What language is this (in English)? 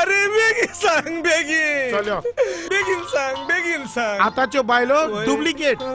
Konkani